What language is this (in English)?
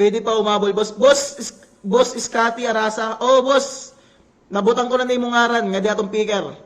Waray